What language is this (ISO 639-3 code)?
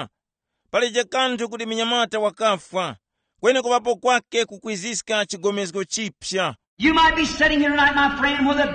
tum